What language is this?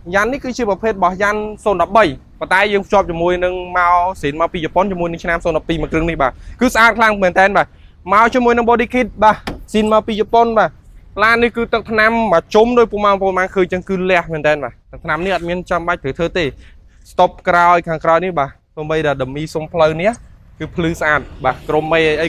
Khmer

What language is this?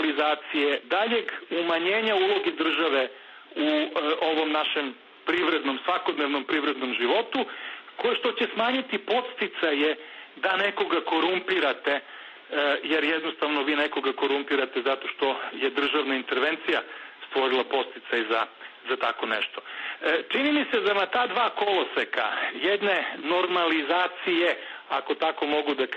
Serbian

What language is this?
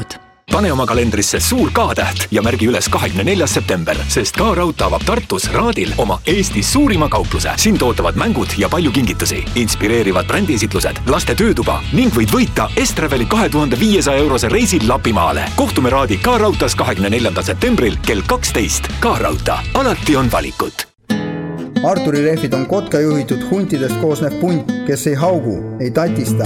Estonian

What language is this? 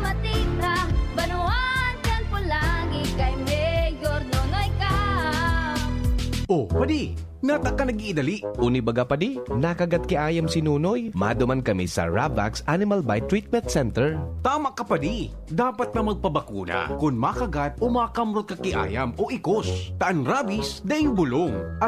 Bikol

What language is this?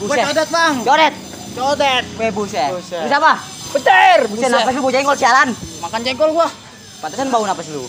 Betawi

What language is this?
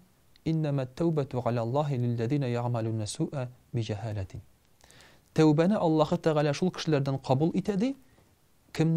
Tatar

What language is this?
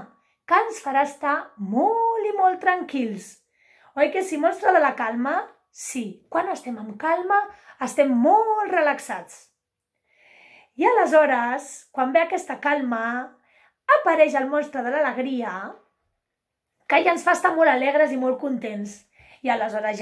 Catalan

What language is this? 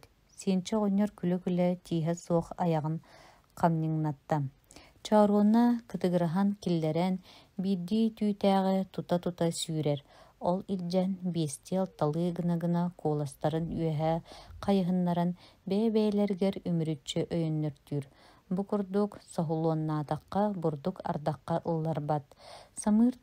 Yakut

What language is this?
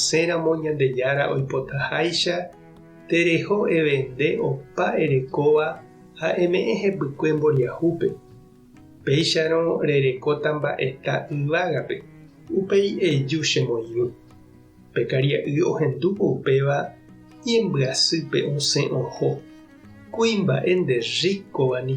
Guarani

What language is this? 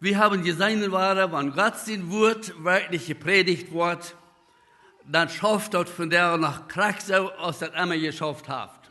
Plautdietsch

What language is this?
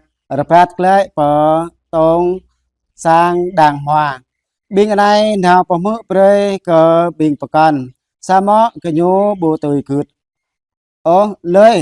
Jarai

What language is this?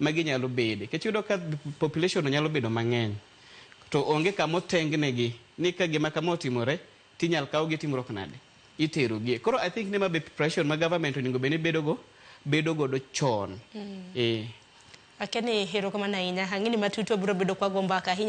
Luo (Kenya and Tanzania)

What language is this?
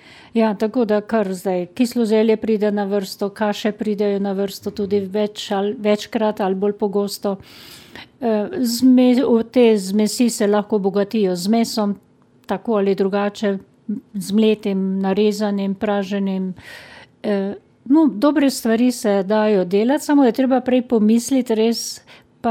Slovenian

